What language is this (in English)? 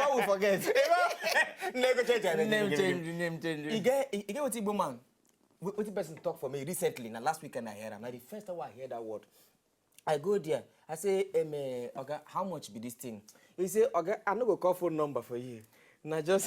Nigerian Pidgin